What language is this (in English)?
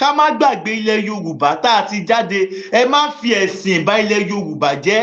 Yoruba